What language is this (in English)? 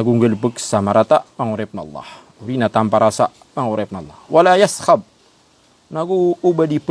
Maranao